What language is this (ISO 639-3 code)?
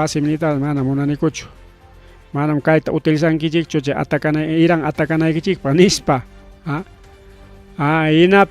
quy